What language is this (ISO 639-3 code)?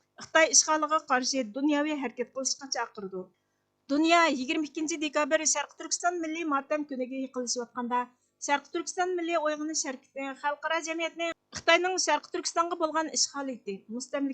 uig